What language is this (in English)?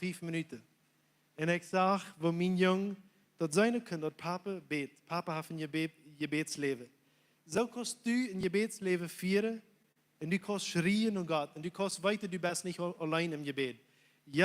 Plautdietsch